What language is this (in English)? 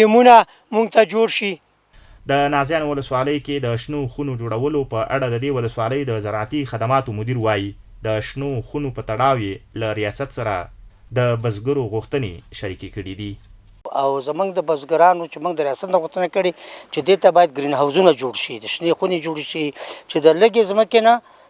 Pashto